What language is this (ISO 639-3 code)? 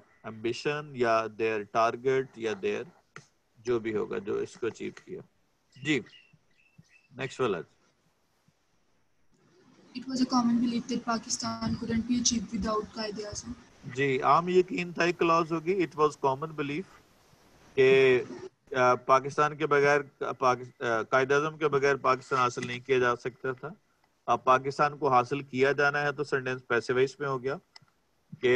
urd